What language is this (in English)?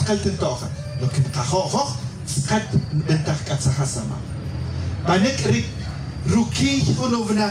Tz'utujil